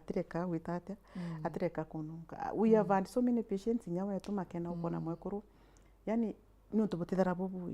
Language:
Meru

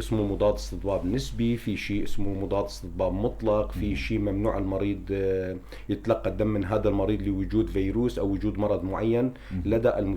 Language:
North Levantine Arabic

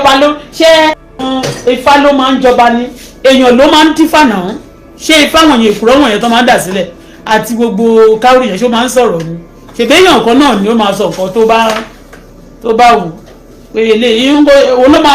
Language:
Yoruba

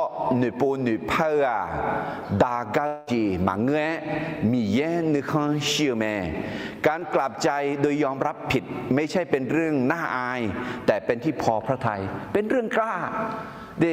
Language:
Akha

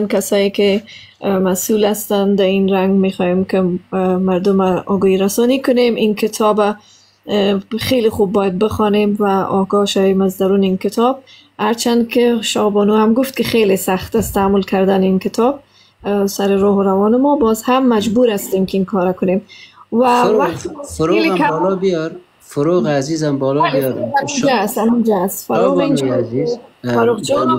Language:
Persian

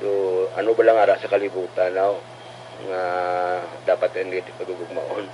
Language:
Hiligaynon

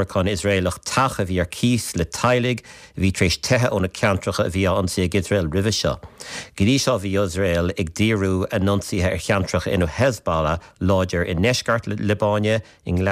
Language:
Irish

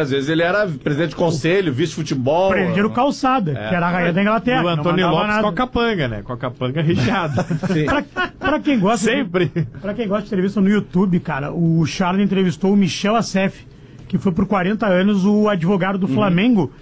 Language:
Portuguese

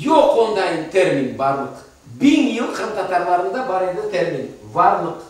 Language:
Crimean Tatar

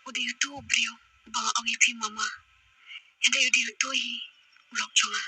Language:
Khasi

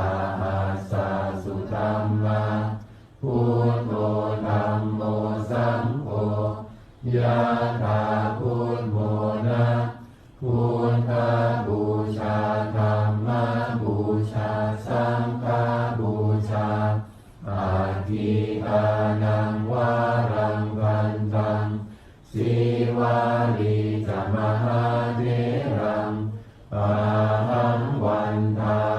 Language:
Pali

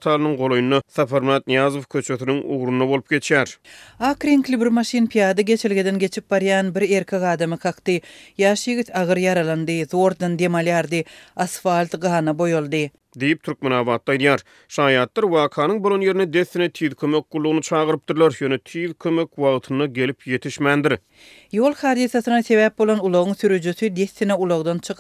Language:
Turkmen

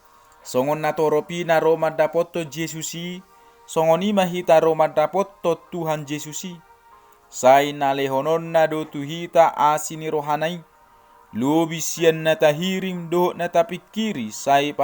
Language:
Batak Toba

